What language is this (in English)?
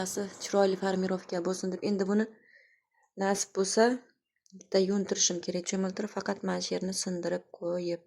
Uzbek